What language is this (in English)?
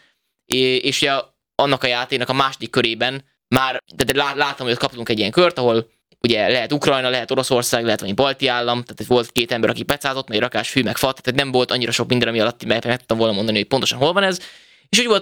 Hungarian